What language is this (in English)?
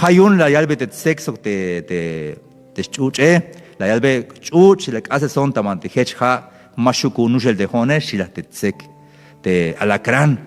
Tzeltal